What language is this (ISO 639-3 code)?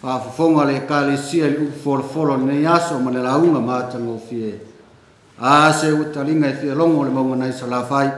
smo